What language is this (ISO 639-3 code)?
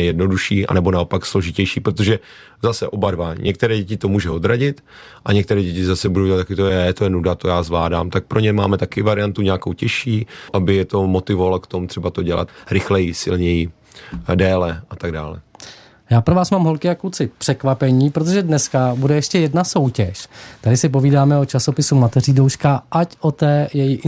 ces